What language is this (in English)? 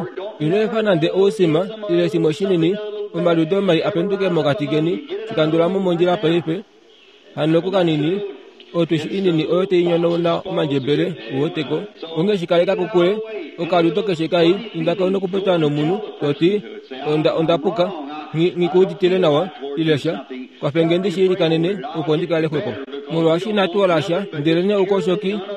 Kuanyama